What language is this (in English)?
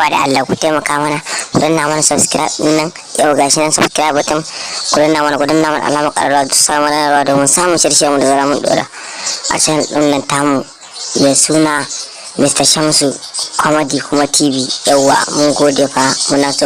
Hausa